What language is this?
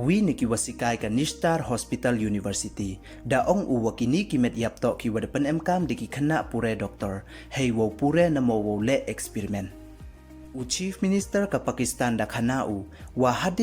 Pnar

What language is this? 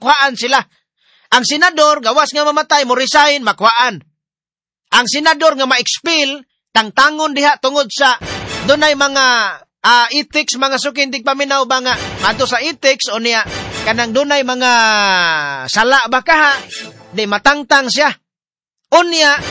Cebuano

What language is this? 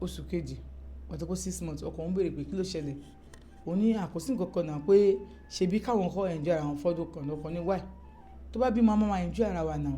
Yoruba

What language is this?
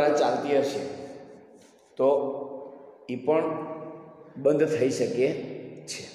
Gujarati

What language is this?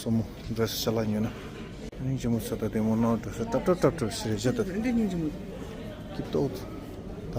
Tibetan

